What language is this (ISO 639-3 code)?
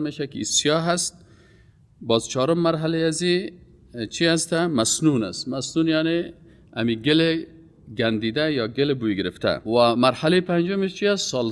fas